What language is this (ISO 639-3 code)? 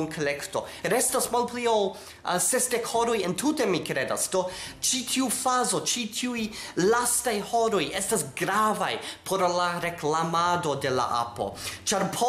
epo